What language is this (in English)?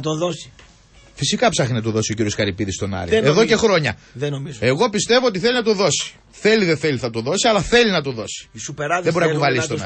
Greek